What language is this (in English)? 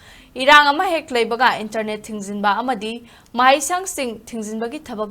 Manipuri